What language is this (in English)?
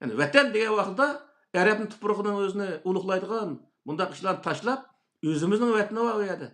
Uyghur